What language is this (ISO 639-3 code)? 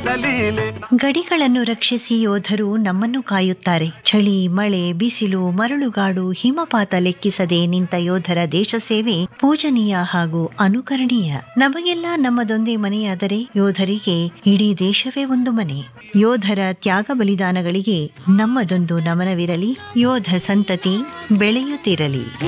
kan